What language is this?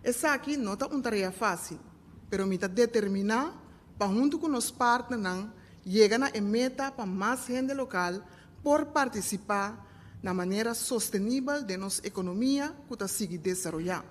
Papiamento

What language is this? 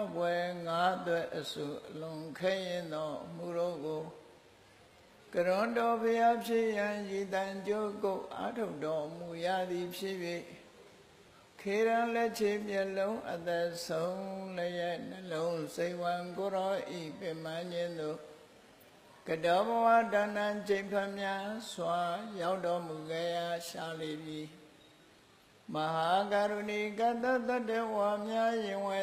Burmese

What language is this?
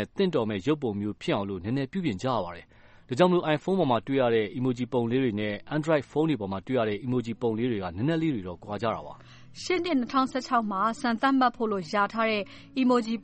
Burmese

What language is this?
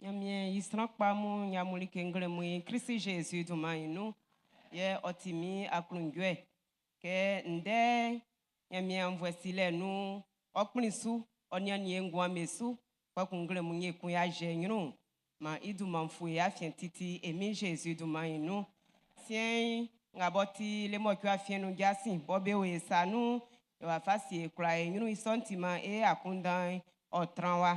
Baoulé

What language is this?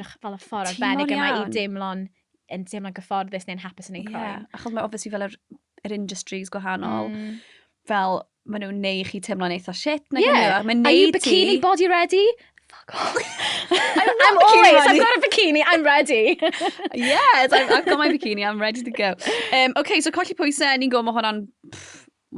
Welsh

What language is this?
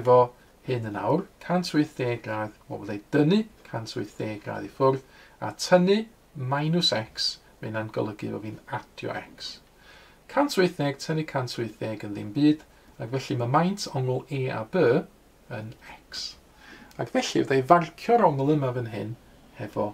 Welsh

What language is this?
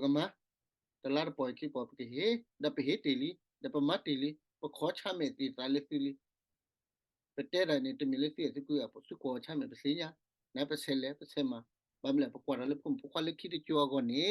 S'gaw Karen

